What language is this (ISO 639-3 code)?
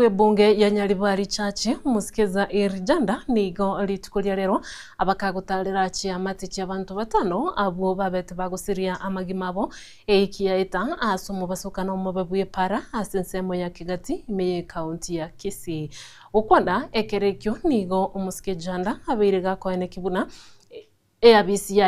guz